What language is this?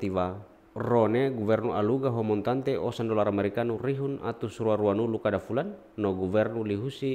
Tetum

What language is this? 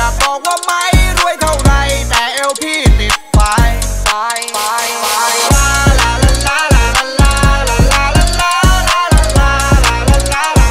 Thai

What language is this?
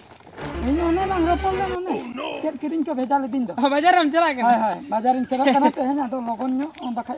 Santali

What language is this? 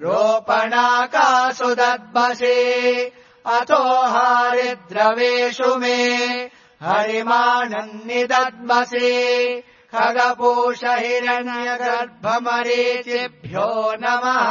Sanskrit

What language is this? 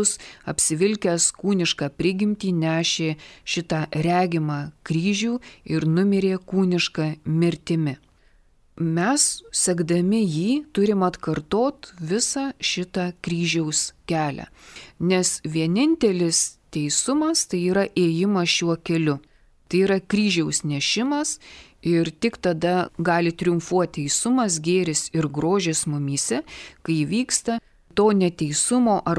Lithuanian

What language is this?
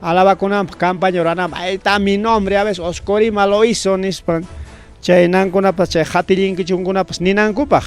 Ayacucho Quechua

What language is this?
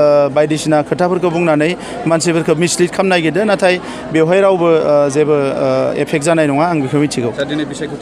Bodo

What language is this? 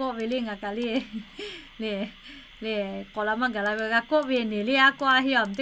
Lahu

